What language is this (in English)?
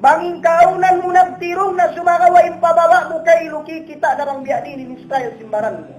Tausug